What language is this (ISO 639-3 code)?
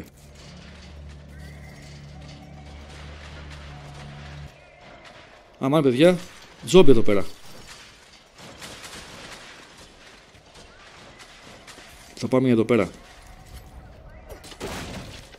ell